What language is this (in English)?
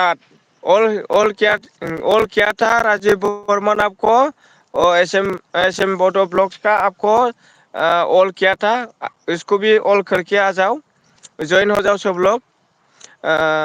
Bodo